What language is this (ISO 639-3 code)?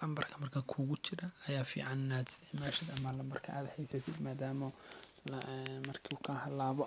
som